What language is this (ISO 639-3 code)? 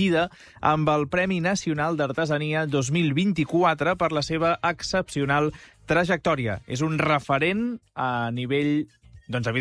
cat